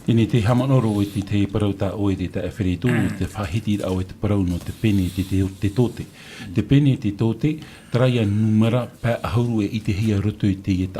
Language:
Tahitian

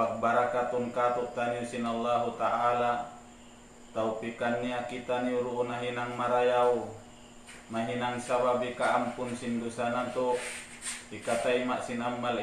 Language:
Tausug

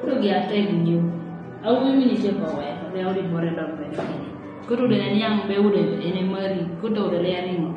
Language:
Kumam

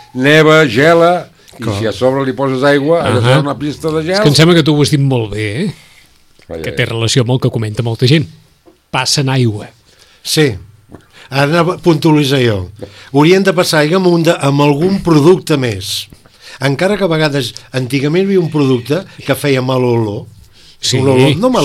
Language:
Catalan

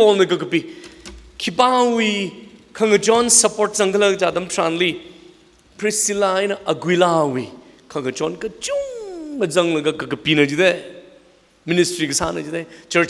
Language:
Tangkhul Naga (India)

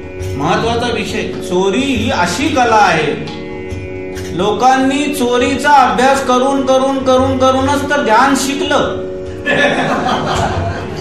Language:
Marathi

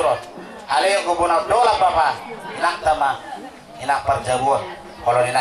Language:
Batak Toba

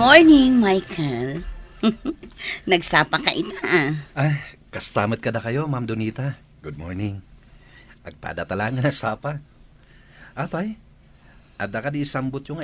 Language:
Iloko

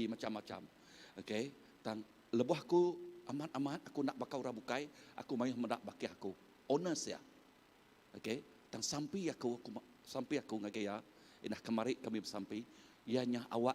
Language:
Iban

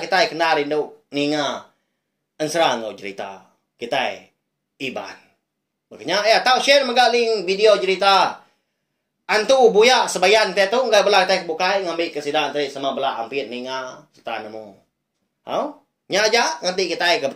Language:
Iban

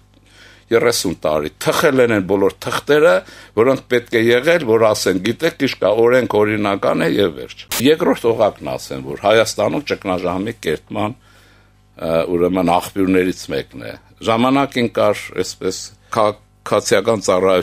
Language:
Armenian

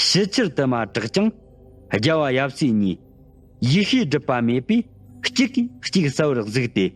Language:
Tibetan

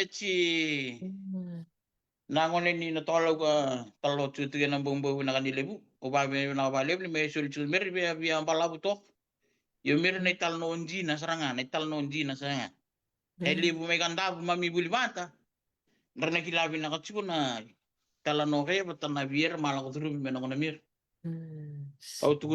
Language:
Fijian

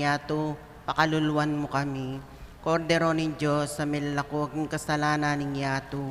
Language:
Pampanga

